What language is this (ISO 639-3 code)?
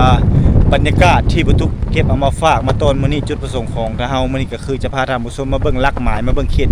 lao